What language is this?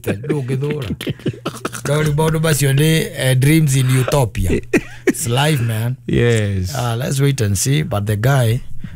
Kikuyu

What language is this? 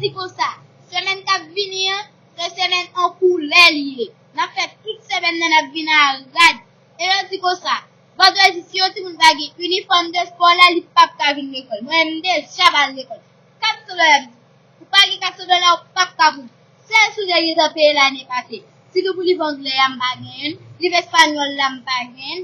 Haitian Creole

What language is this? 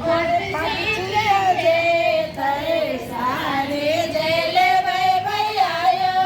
Maithili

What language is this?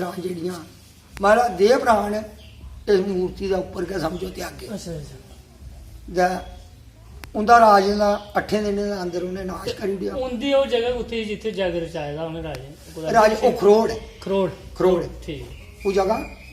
Dogri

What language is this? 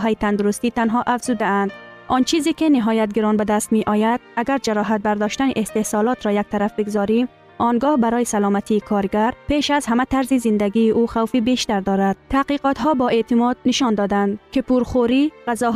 Persian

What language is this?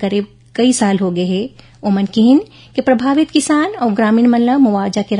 Chhattisgarhi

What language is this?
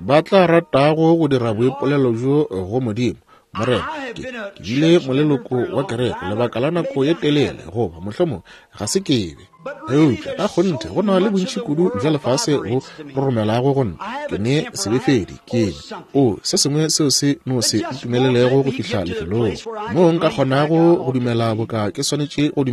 Northern Sotho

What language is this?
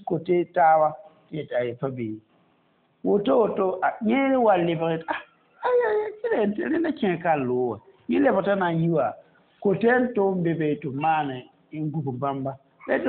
Mossi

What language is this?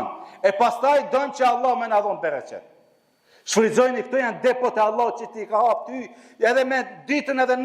Albanian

